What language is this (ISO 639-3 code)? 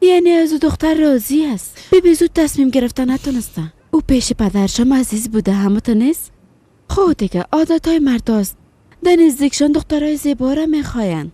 fas